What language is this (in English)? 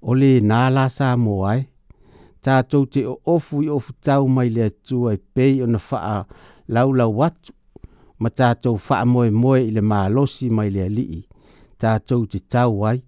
Samoan